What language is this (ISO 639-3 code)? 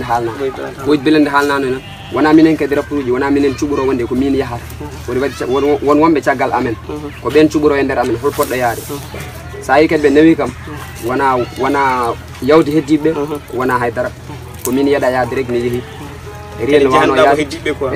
fuf